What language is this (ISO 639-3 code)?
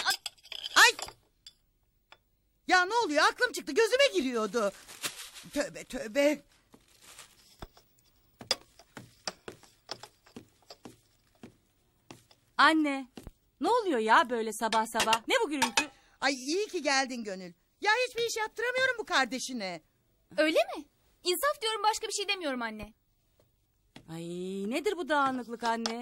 tur